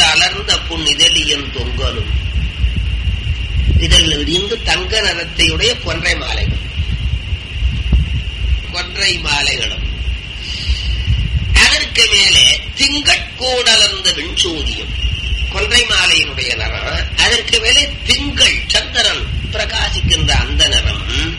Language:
Tamil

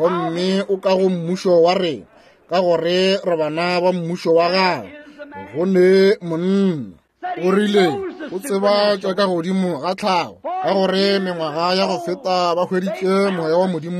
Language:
Northern Sotho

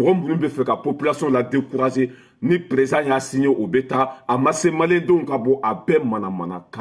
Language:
Bambara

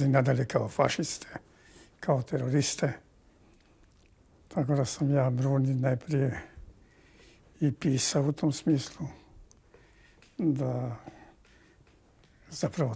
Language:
Croatian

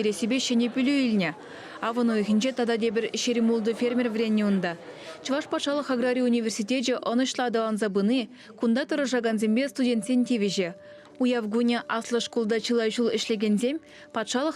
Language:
Chuvash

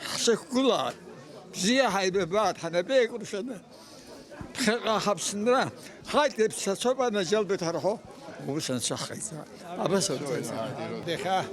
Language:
Abkhazian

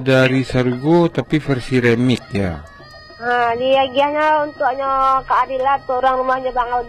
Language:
Minangkabau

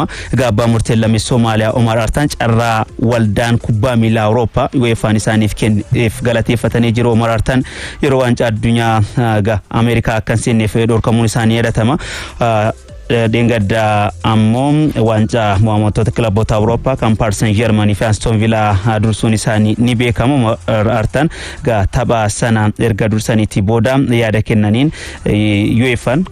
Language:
Oromo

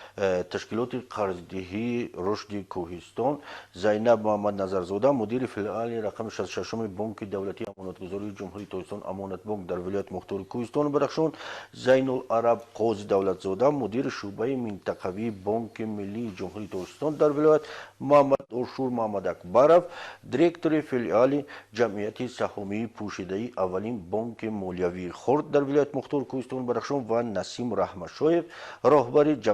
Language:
Tajik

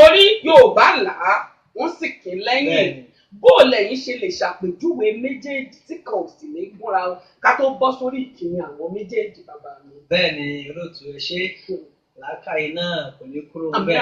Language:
Yoruba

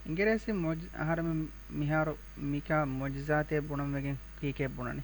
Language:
Divehi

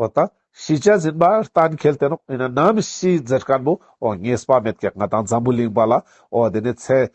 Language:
Ladakhi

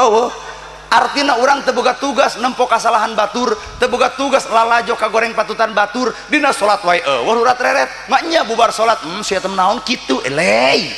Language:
Sundanese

